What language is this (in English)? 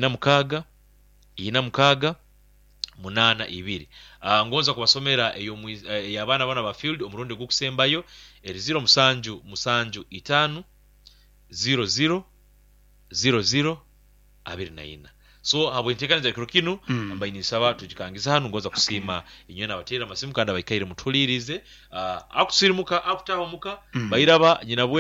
Nyoro